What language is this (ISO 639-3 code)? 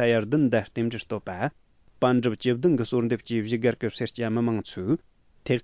bod